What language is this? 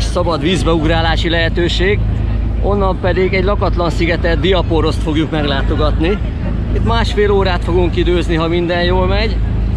Hungarian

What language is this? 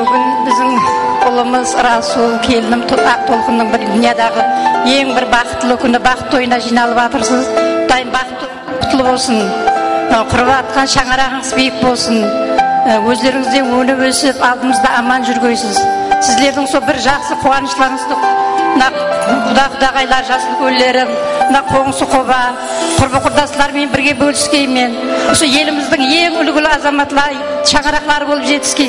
Kara-Kalpak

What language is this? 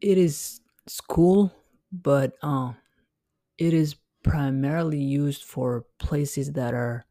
English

